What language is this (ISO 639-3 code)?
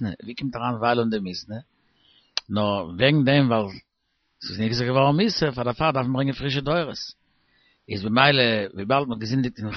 yid